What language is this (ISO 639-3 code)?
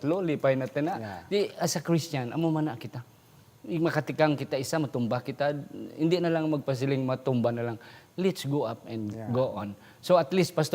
hil